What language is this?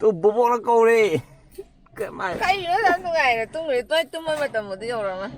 Manipuri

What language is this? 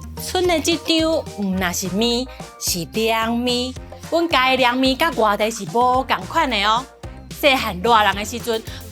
Min Nan Chinese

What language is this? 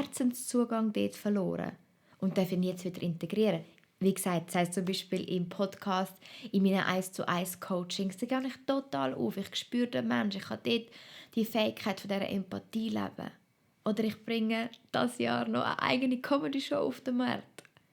Swiss German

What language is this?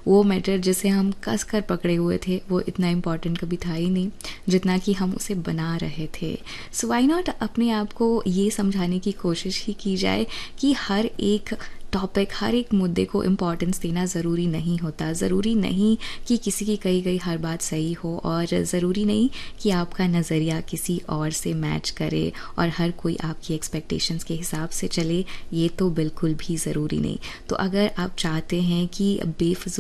Hindi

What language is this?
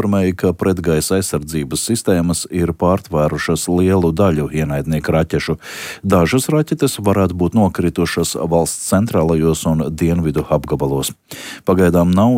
Latvian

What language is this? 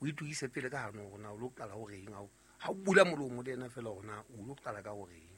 Southern Sotho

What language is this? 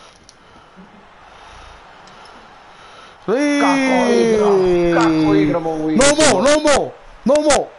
Croatian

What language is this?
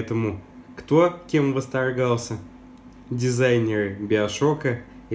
Russian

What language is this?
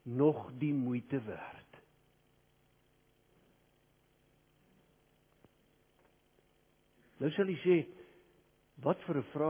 Afrikaans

